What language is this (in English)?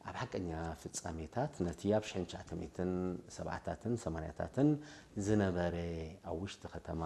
Tigrinya